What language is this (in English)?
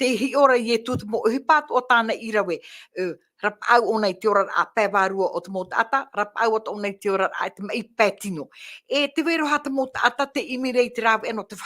Tahitian